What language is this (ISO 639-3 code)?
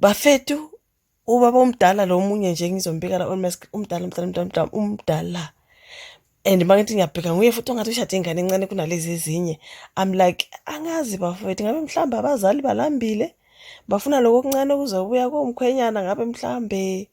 zul